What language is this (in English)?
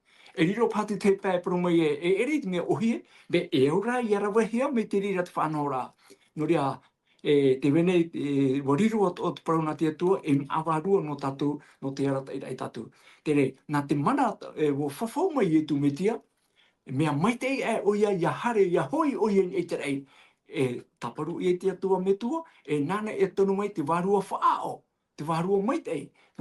Tahitian